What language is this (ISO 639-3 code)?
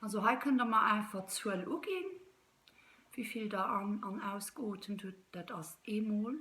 ltz